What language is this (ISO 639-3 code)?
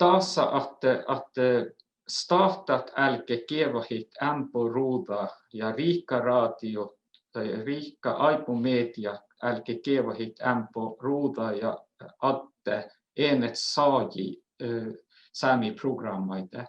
sme